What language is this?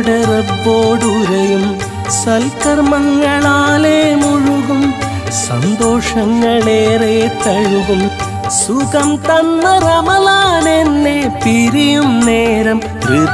Malayalam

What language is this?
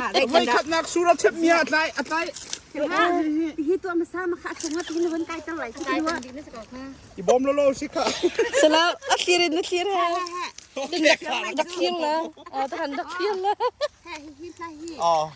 Hakha Chin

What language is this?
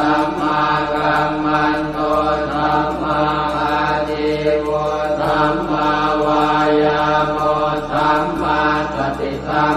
Pali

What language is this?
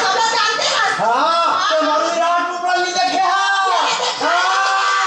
Chhattisgarhi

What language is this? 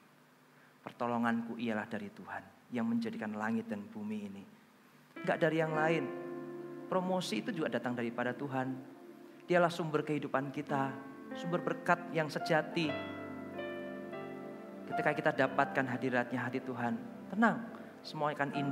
Indonesian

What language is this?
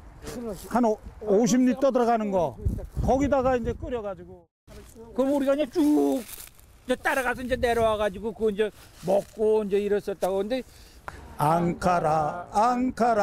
Korean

